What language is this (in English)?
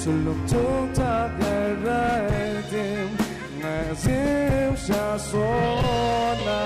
Kachin